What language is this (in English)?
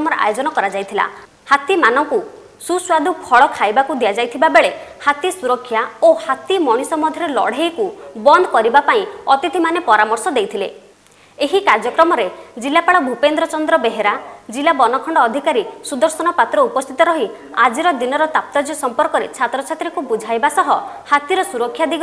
Odia